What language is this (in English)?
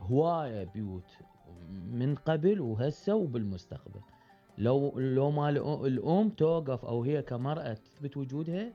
Mesopotamian Arabic